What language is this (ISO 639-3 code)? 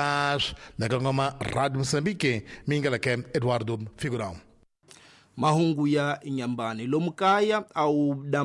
tso